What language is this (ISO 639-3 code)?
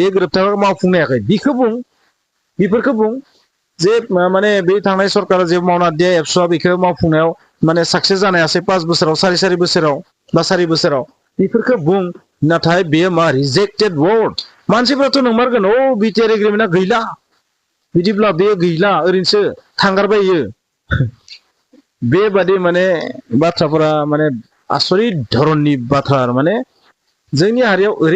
brx